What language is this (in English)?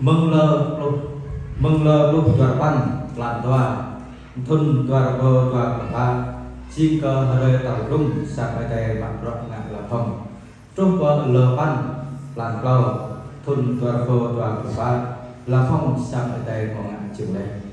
Jarai